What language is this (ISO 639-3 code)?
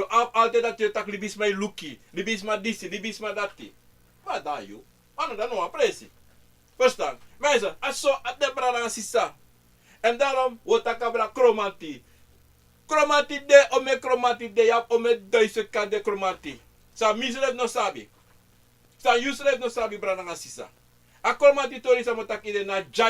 srn